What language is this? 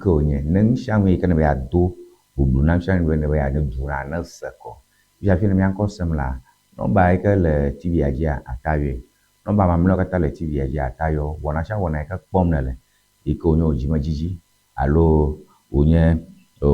Ewe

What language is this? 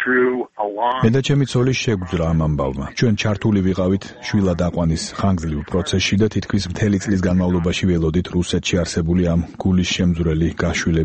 Georgian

